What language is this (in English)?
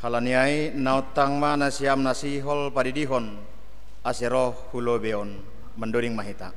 Batak Simalungun